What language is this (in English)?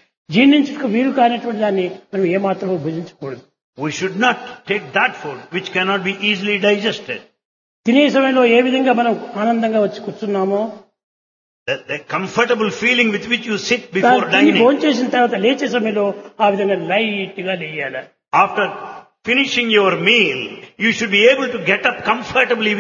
Telugu